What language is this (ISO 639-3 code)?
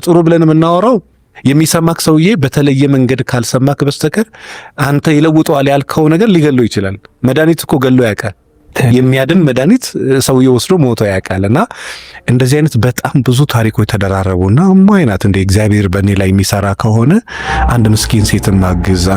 amh